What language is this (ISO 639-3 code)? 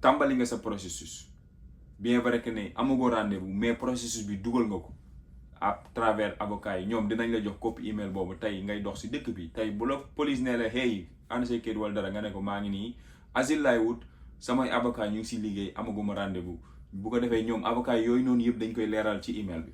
wol